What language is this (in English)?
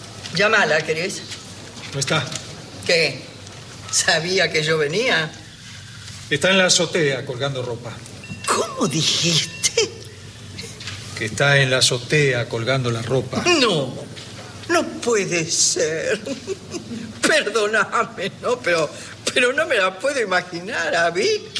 Spanish